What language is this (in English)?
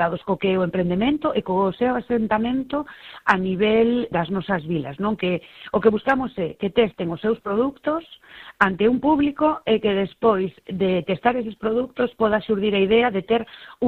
Galician